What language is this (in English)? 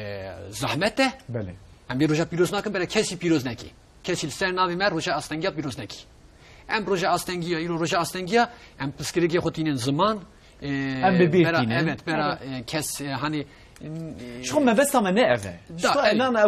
Kurdish